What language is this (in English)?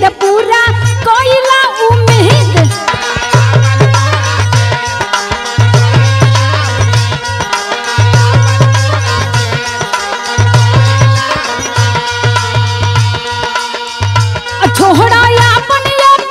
Bhojpuri